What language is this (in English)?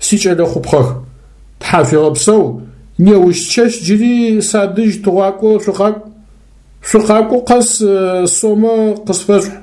Adyghe